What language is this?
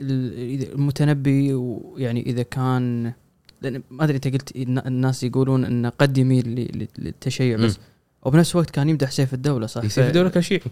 Gulf Arabic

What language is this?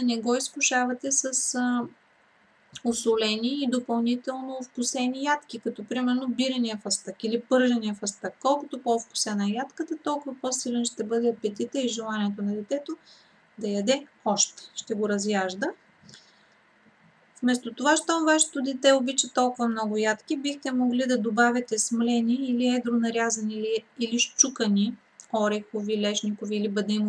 Bulgarian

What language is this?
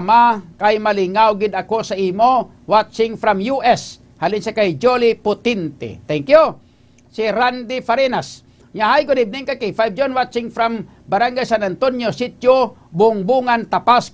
Hiligaynon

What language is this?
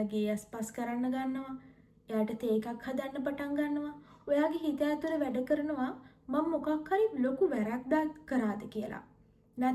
Sinhala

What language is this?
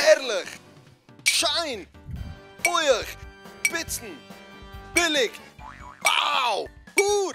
Yiddish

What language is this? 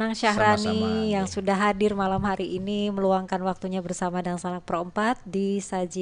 Banjar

